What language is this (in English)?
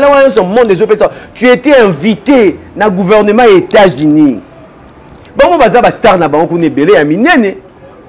Lingala